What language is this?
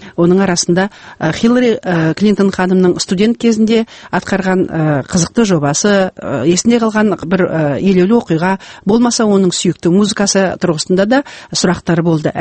Kazakh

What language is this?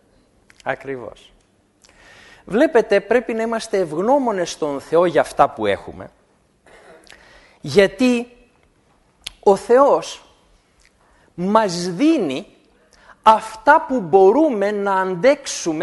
Greek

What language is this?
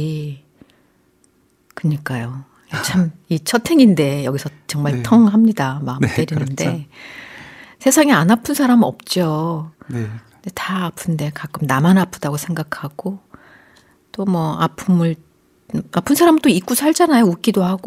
Korean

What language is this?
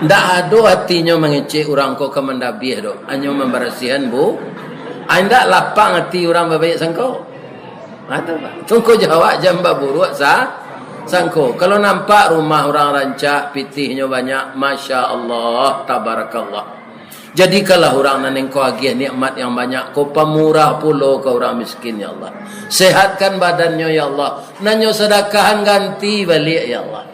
Minangkabau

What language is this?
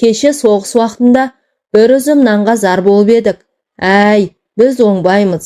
Kazakh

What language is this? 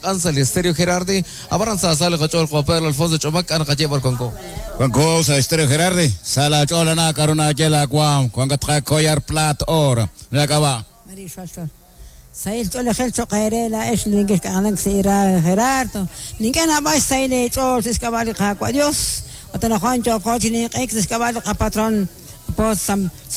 Kekchí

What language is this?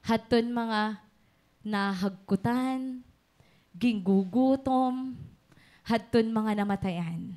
Waray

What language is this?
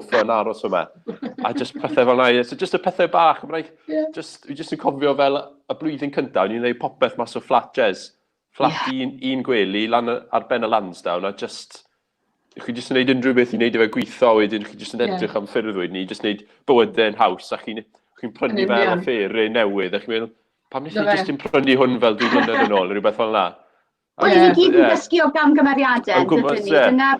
Welsh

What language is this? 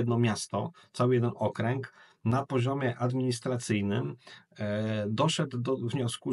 Polish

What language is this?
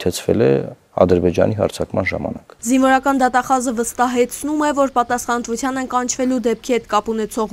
Armenian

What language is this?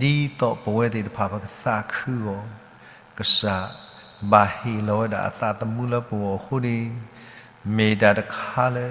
S'gaw Karen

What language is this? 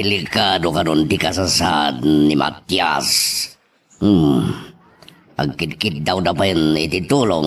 Iloko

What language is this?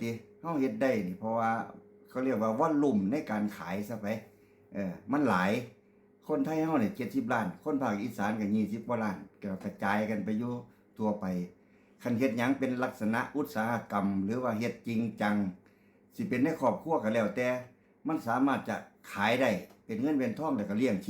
Lao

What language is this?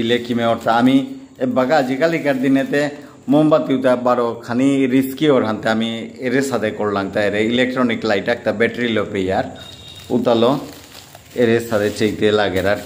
Bishnupriya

